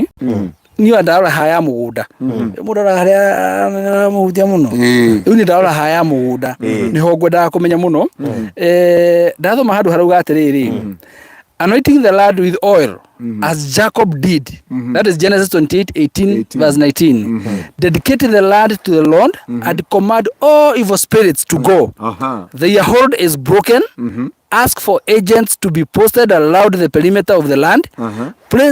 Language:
Kikuyu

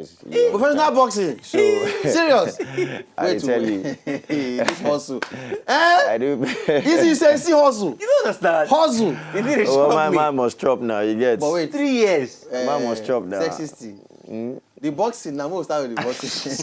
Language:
Nigerian Pidgin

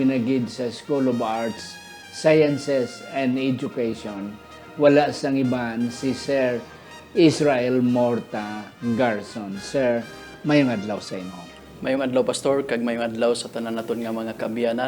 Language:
Hiligaynon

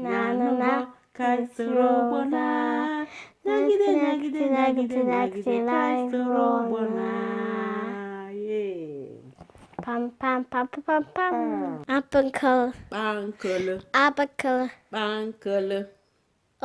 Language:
Igbo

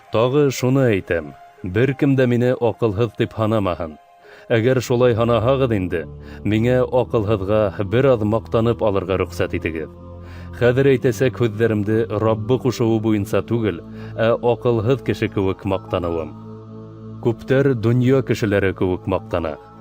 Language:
Bashkir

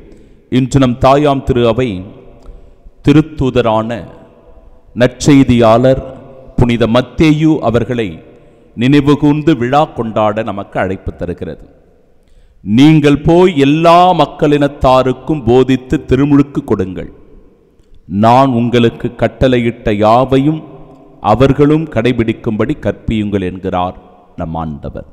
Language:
Tamil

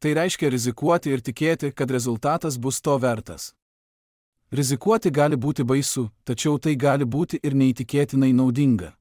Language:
Lithuanian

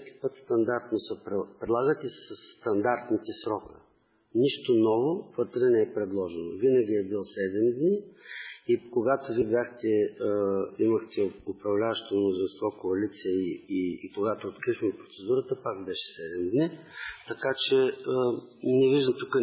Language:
Bulgarian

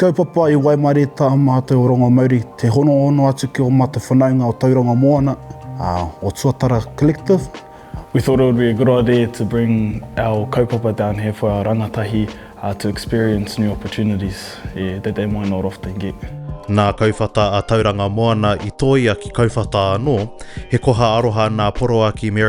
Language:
Māori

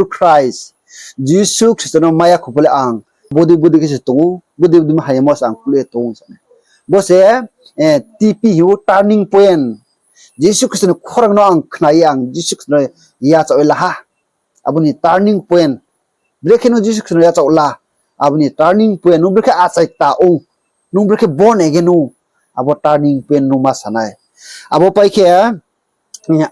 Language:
Riang (India)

